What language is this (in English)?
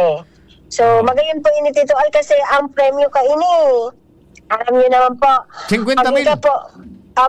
Bikol